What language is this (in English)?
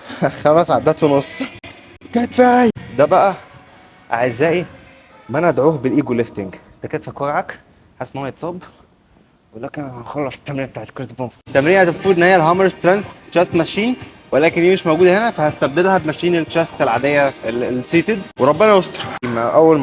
Egyptian Arabic